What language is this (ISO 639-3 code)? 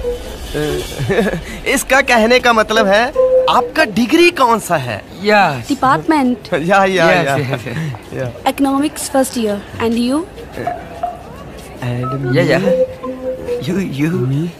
pan